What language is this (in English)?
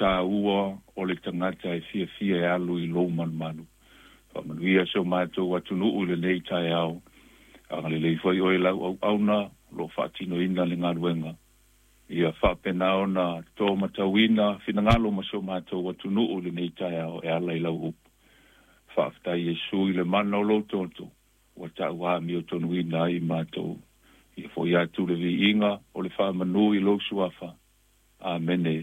Samoan